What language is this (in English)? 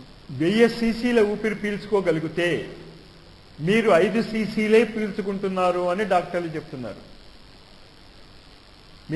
Telugu